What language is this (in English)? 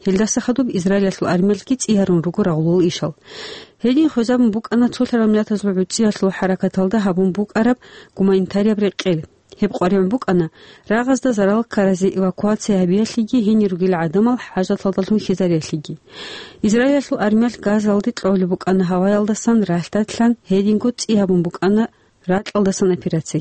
Avaric